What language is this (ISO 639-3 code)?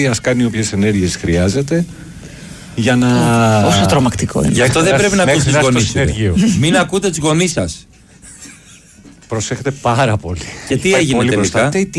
ell